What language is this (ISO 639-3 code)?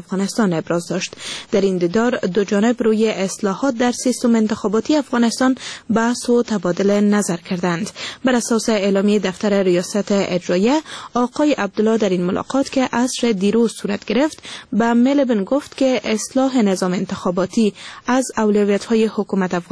fas